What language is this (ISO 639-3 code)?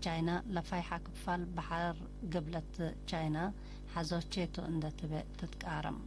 tig